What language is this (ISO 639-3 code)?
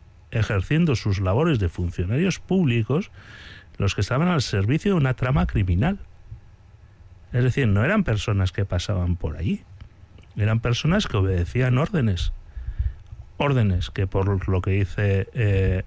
spa